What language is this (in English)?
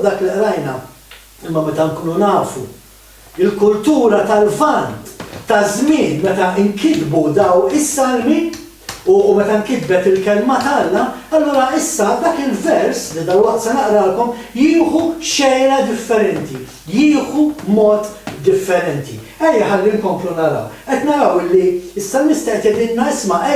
Maltese